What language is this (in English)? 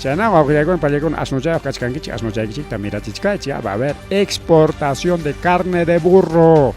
Ayacucho Quechua